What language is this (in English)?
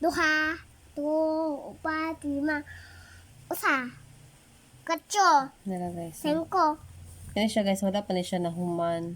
Cebuano